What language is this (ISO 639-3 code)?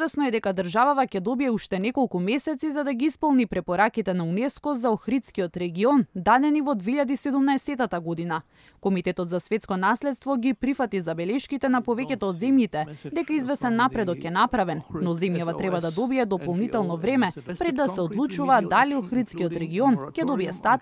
mkd